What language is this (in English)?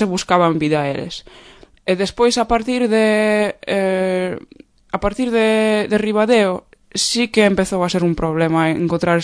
Galician